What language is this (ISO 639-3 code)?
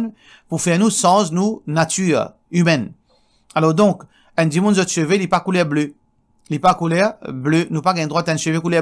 mfe